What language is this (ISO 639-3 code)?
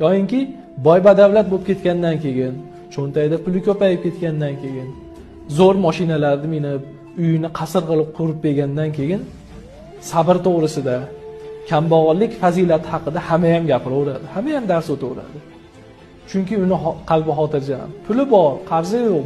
uzb